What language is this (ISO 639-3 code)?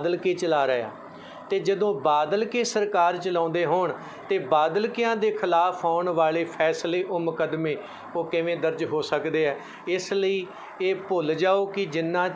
pan